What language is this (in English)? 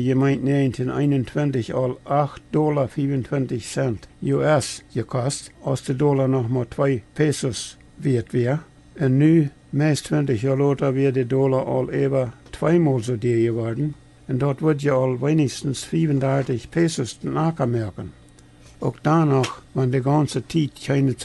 Plautdietsch